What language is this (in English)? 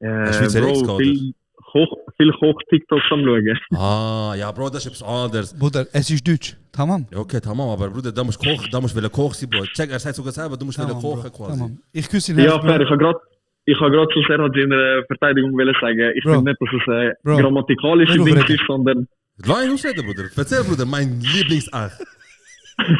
Swiss German